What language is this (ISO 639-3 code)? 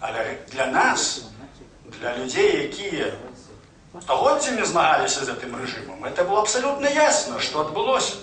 bel